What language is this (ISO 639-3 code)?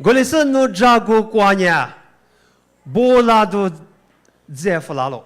lis